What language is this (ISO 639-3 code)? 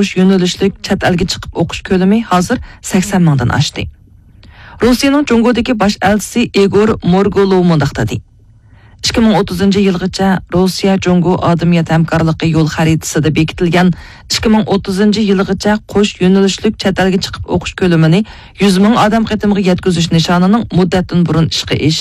uig